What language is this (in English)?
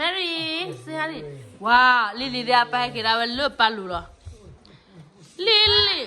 S'gaw Karen